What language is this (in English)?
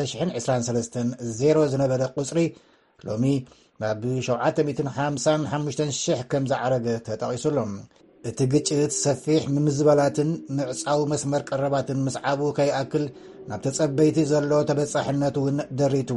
Tigrinya